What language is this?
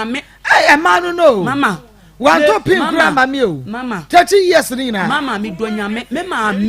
Akan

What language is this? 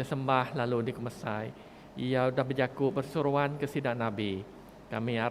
Iban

